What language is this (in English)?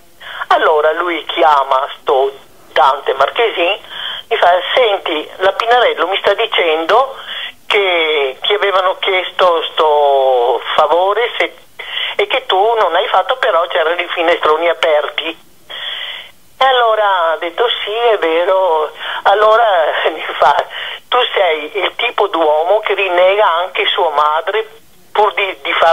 Italian